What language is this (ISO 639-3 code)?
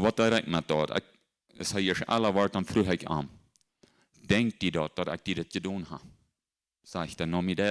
pdt